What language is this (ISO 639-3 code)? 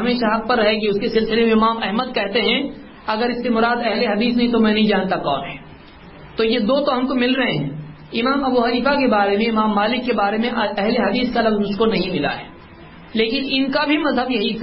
urd